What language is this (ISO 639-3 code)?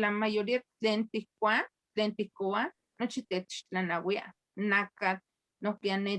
nhe